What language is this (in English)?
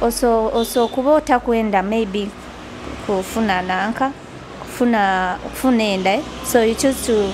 Nyoro